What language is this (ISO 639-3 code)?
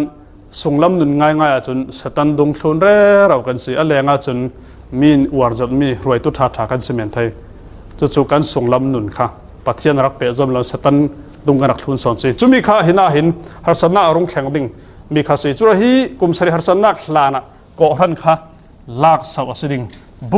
cfm